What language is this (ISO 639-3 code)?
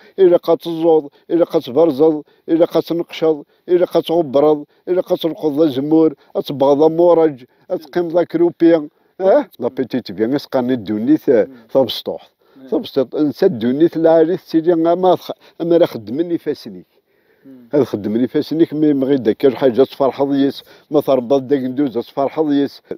kab